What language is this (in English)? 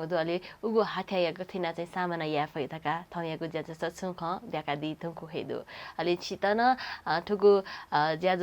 Newari